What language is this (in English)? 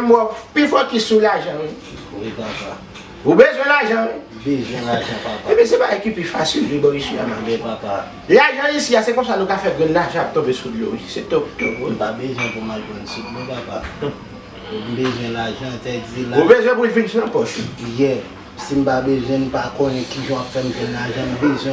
Haitian Creole